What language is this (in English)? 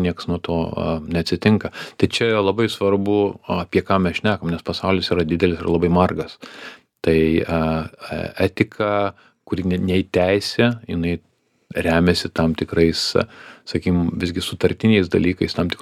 Lithuanian